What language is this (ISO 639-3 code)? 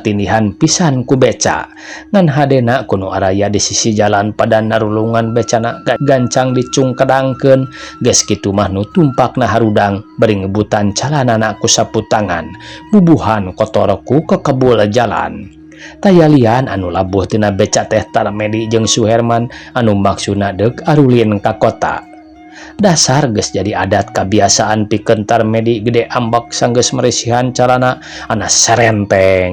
sun